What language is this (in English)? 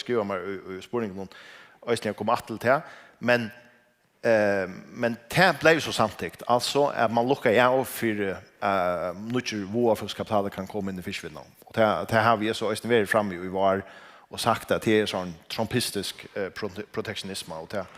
Faroese